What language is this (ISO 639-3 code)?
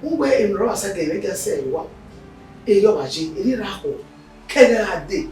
bin